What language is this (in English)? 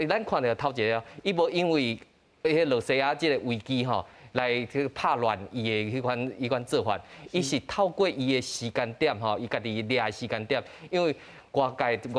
Min Nan Chinese